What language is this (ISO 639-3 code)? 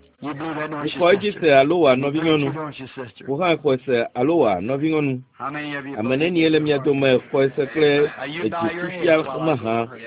ewe